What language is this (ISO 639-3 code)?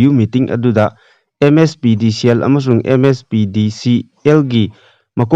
mni